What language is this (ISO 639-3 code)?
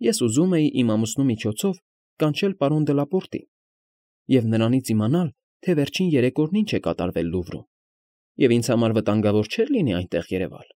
hye